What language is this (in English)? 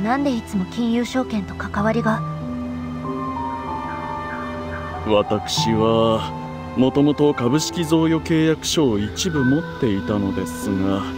Japanese